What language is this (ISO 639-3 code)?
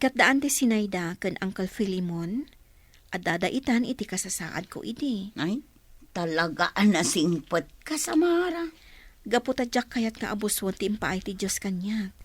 ilo